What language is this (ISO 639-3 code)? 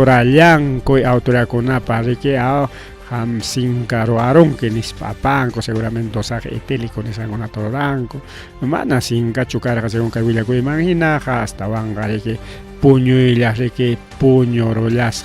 quy